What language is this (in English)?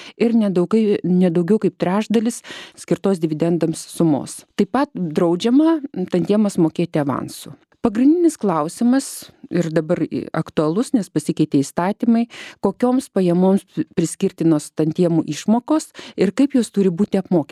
Lithuanian